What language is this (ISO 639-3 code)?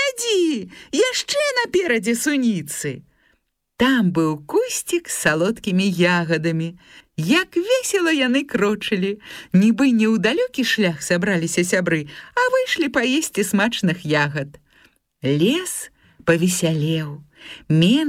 bel